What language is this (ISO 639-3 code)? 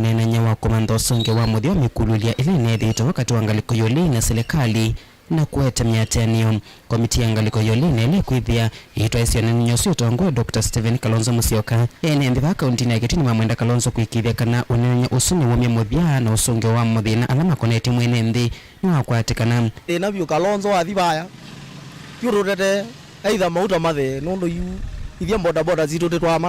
kam